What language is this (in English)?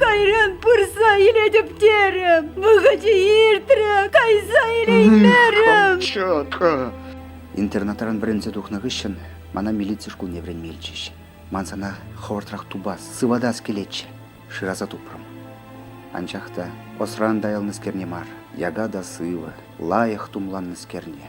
Chuvash